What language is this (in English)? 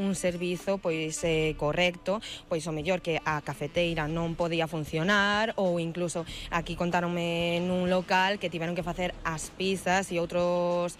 Galician